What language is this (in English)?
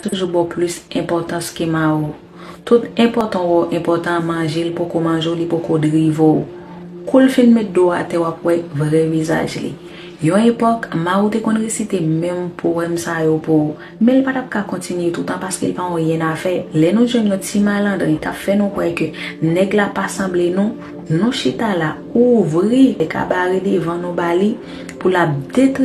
Haitian Creole